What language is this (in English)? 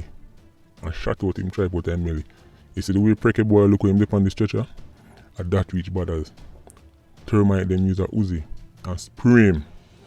Jamaican Creole English